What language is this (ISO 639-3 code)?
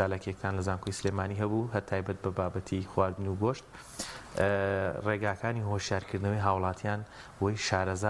ckb